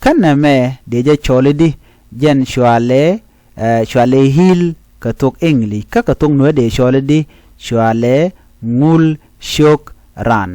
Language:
Nuer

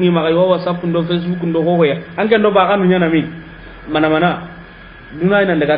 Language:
Soninke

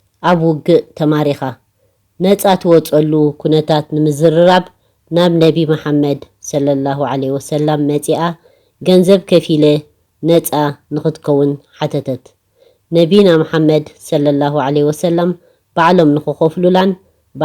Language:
Tigrinya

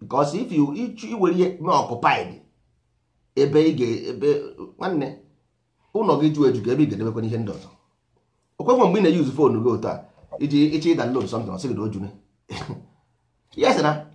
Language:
Igbo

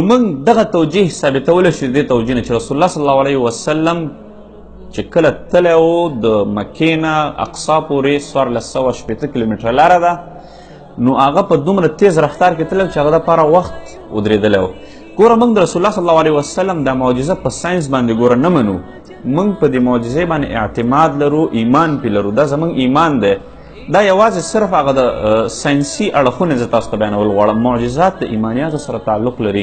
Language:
Pashto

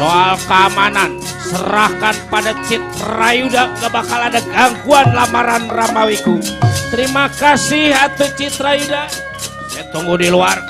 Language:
Betawi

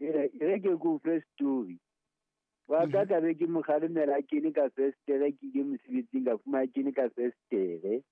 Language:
Southern Sotho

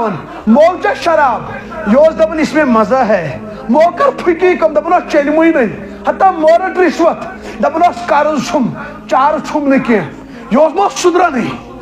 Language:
Kashmiri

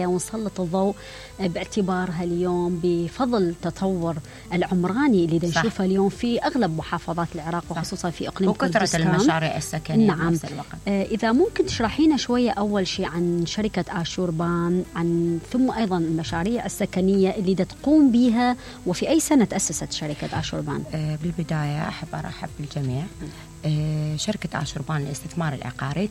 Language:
Mesopotamian Arabic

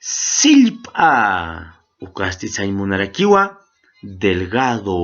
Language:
Aymara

